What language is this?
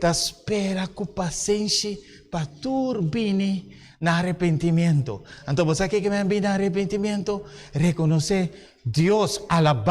Papiamento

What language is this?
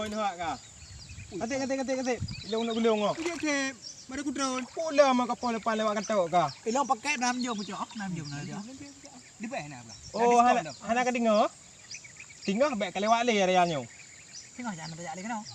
Achinese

